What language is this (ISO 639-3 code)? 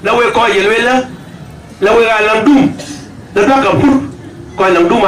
din